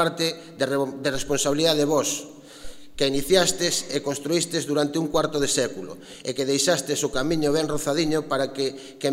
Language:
Galician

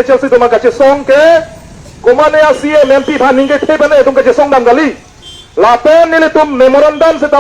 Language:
Karbi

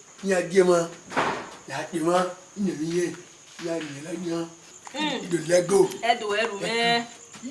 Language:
Bini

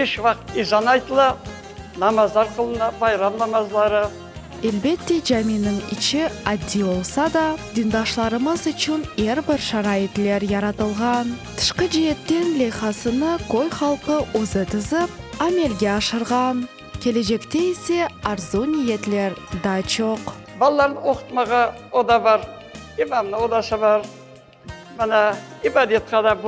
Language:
Crimean Tatar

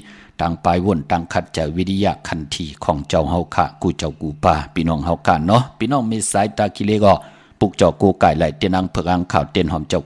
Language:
Shan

